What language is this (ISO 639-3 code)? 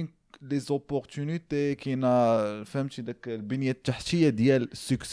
ary